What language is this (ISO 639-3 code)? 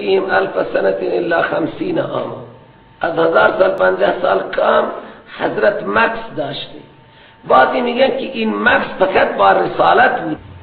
fas